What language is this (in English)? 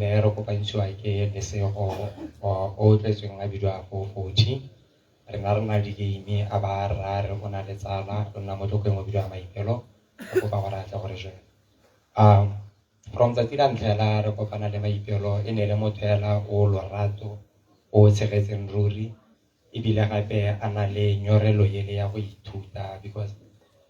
Tswana